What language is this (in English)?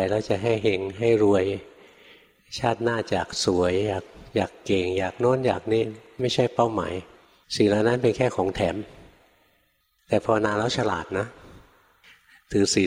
Thai